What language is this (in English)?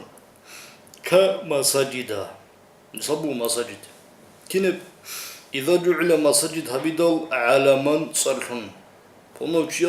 Avaric